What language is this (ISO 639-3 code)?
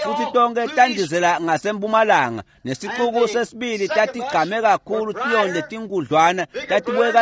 ssw